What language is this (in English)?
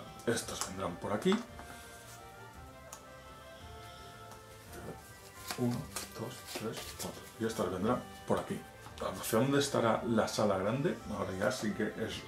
Spanish